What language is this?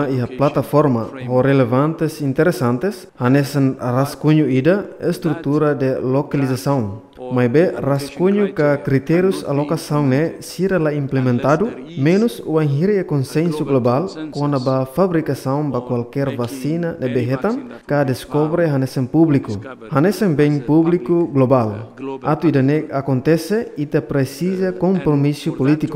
Tetum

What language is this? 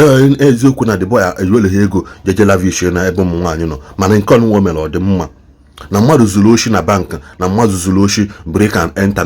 Igbo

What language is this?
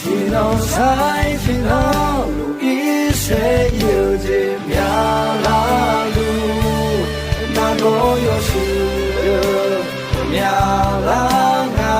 Akha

